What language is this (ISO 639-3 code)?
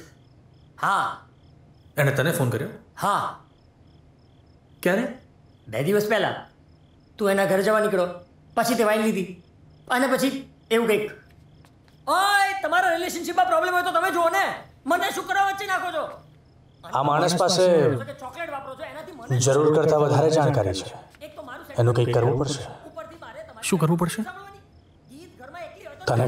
guj